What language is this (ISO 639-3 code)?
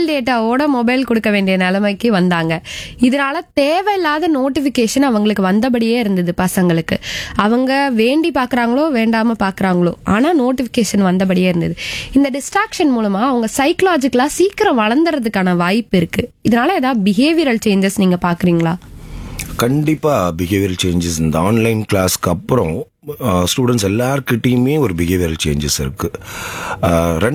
tam